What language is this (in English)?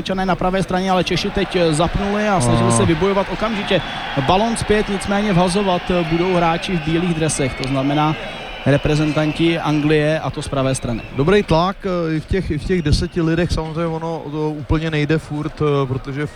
Czech